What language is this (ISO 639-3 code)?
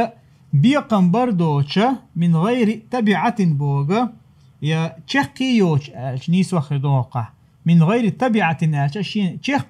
che